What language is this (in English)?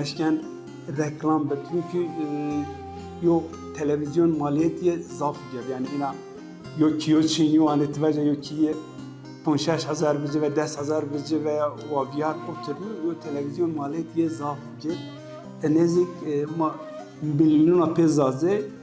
Zaza